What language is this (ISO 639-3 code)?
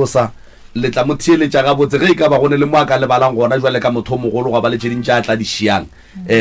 nso